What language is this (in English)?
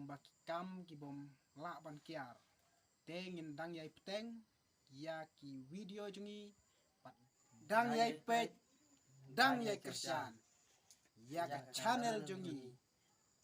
Khasi